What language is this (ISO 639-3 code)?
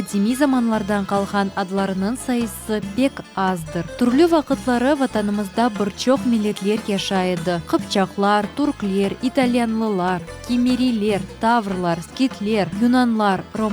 crh